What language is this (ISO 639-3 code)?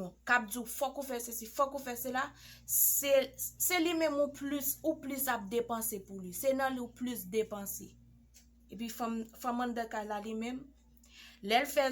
hat